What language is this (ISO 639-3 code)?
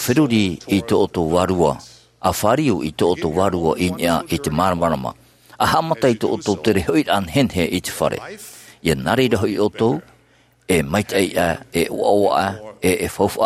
tah